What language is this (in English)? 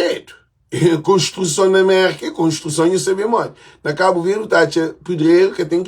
Kabuverdianu